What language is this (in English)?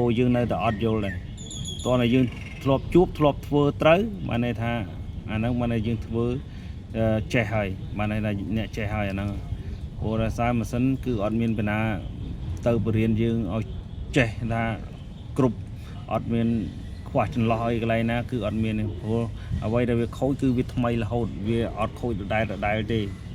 Khmer